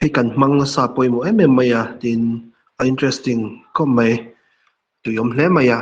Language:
Mizo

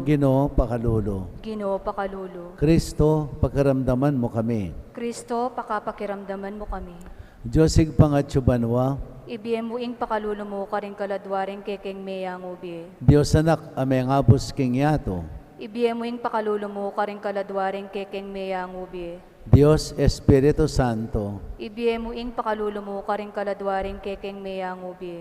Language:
Pampanga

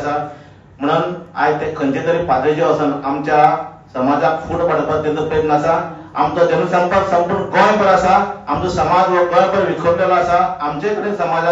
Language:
Konkani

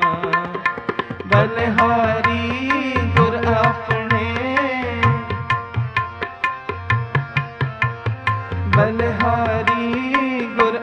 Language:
Hindi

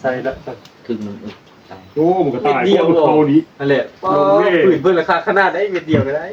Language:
Northeastern Thai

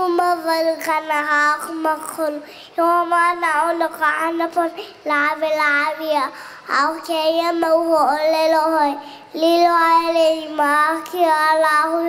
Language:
Hawaiian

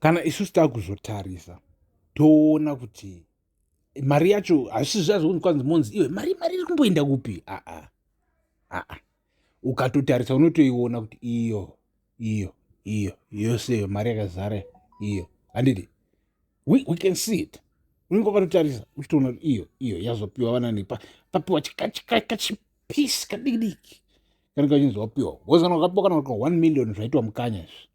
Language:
Shona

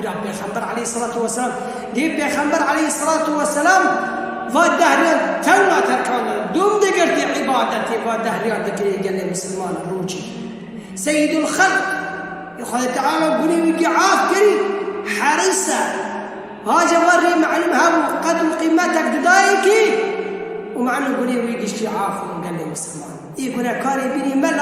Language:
Kurdish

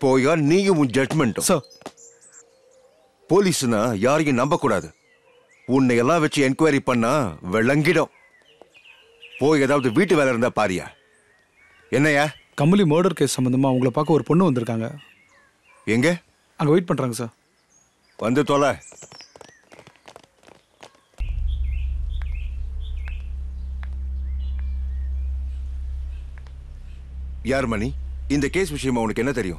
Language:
Tamil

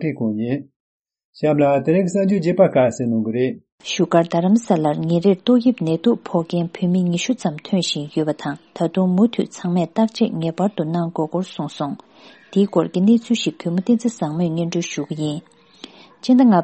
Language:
Tibetan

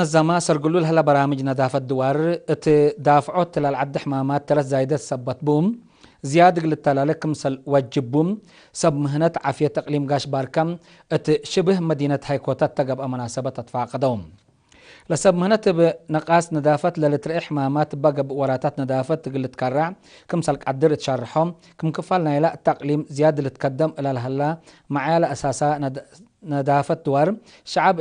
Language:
Tigre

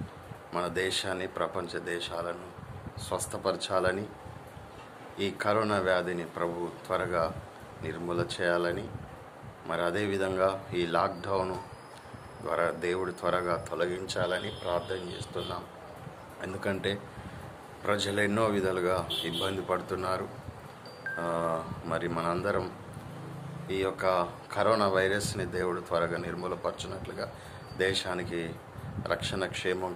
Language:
Telugu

